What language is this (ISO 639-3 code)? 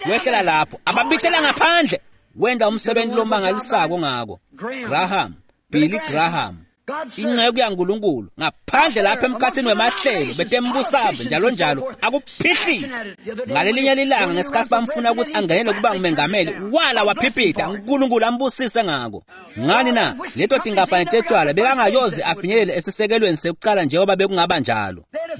ssw